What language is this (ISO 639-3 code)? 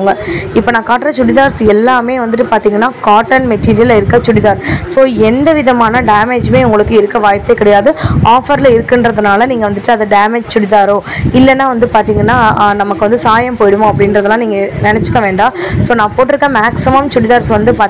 tam